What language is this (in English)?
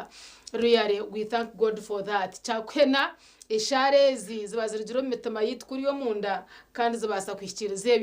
Nyankole